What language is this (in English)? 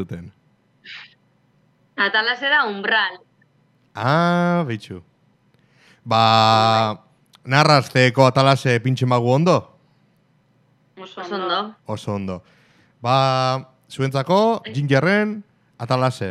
Basque